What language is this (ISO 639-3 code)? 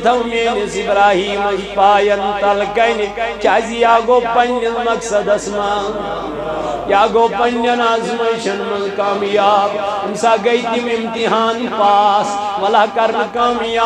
kas